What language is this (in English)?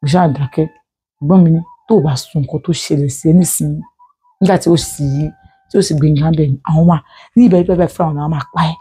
Yoruba